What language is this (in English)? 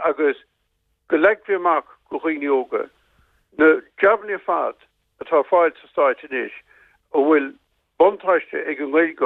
Irish